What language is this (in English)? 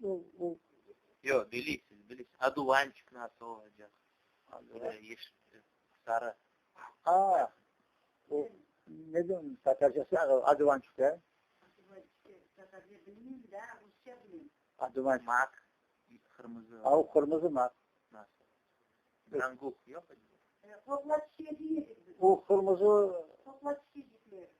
Crimean Tatar